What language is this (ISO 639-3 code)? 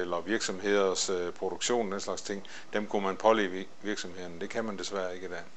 dan